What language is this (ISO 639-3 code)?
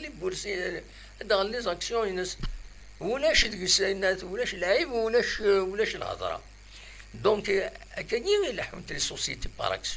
kab